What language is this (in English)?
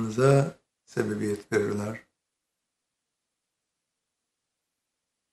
Turkish